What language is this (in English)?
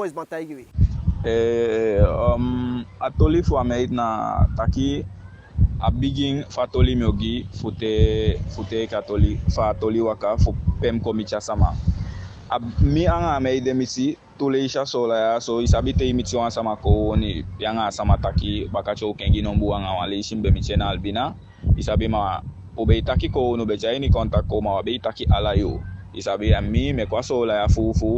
Eastern Maroon Creole